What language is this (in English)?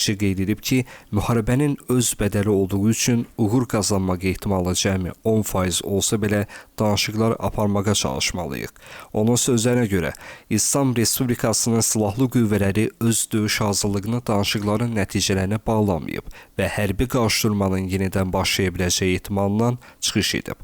Azerbaijani